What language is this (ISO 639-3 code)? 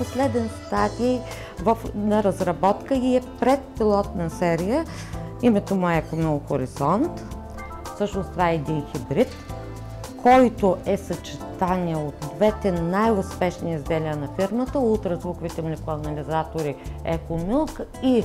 bul